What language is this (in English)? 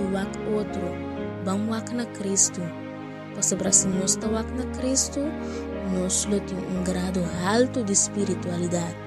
Papiamento